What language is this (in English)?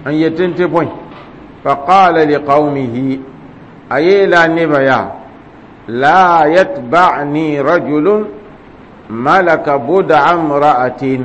Mossi